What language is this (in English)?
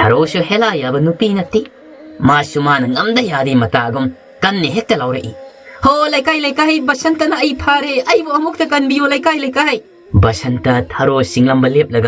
Manipuri